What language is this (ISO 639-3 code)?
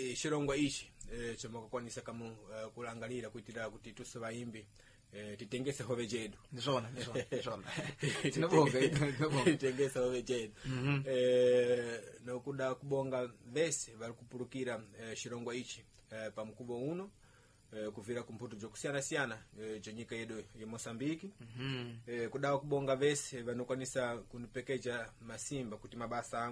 seh